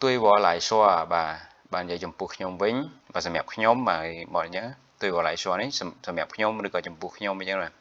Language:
Khmer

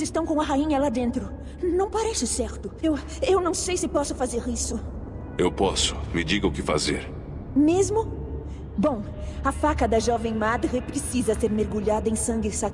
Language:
Portuguese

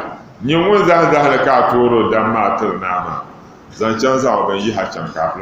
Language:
Dagbani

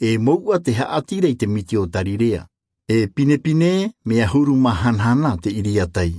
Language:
Tahitian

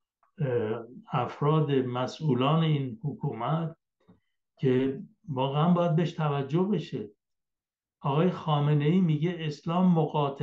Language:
Persian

